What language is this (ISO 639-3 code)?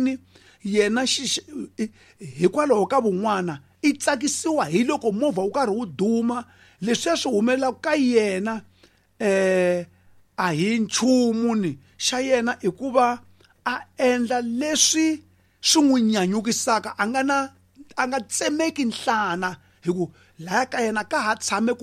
tso